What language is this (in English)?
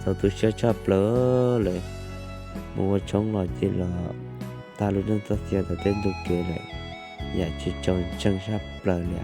Hmong